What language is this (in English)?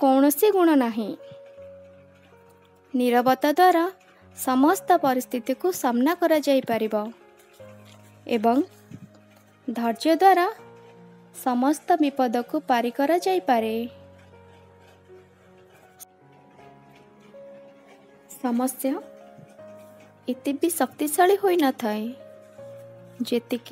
Odia